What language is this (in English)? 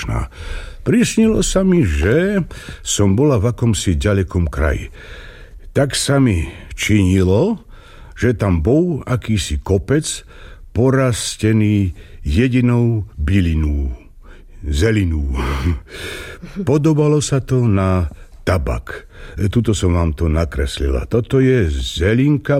Slovak